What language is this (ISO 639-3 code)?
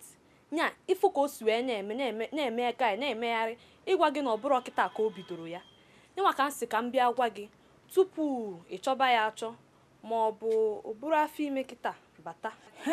ibo